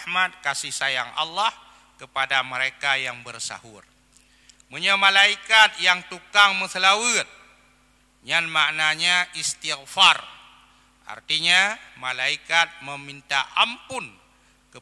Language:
Achinese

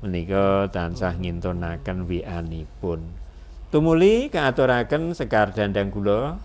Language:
Javanese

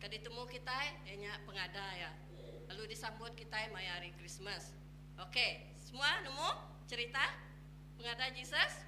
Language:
Iban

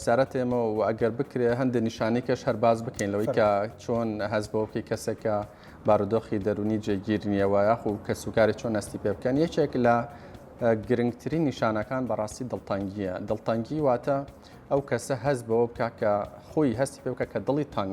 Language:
Central Kurdish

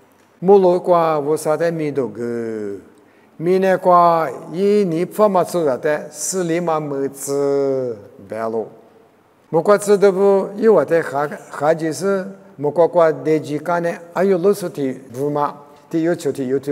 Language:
Lisu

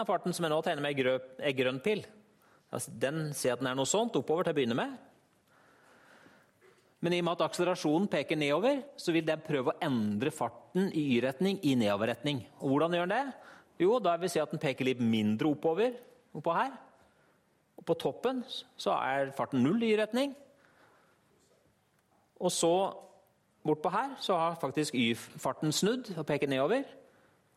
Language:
Norwegian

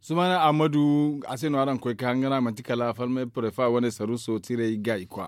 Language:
Zarma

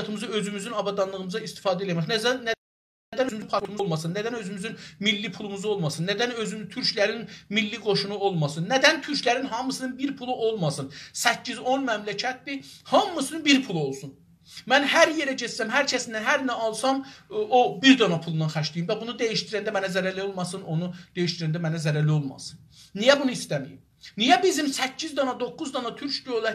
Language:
South Azerbaijani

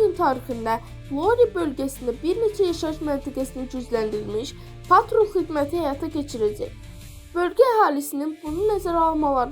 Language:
Azerbaijani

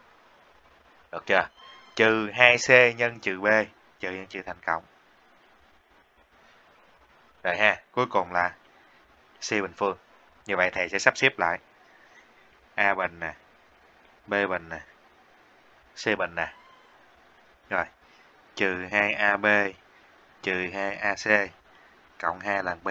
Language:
Vietnamese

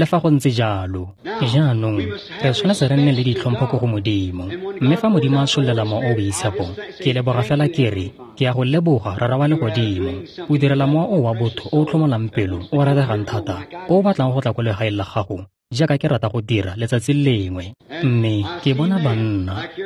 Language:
Tswana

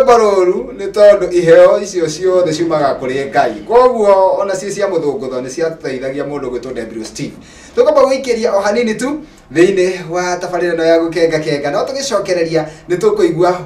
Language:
Kikuyu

